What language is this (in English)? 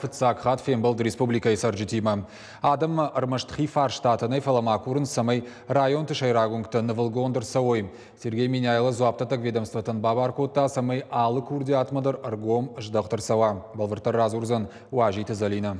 Ossetic